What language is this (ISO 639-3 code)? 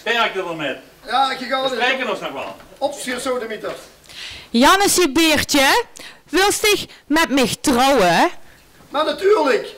lim